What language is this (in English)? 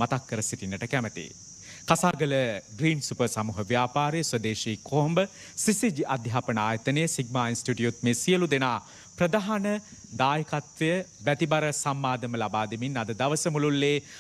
Sinhala